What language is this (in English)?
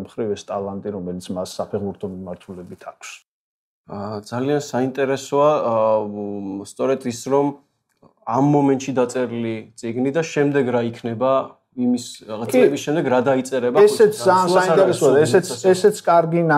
Georgian